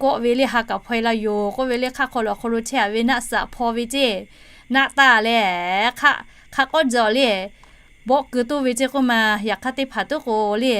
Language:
Lahu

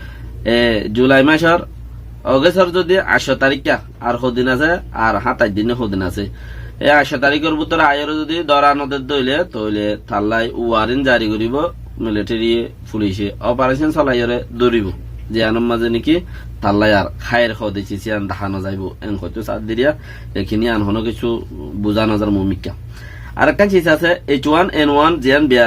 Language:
Rohingya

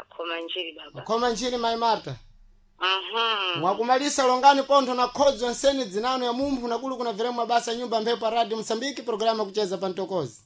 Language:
Sena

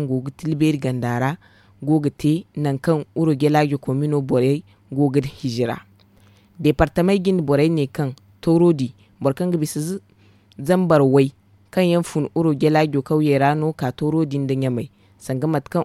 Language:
Zarma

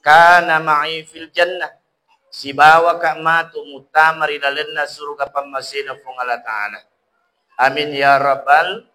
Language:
Buginese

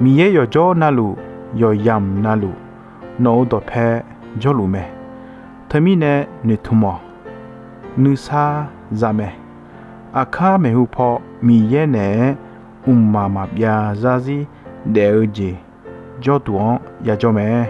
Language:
Akha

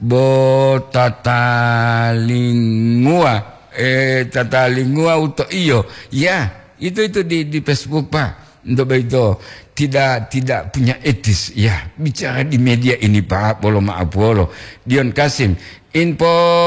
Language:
Gorontalo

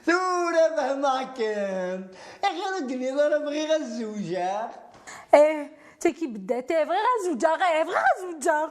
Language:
Kabyle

